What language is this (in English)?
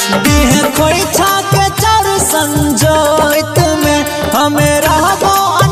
Bhojpuri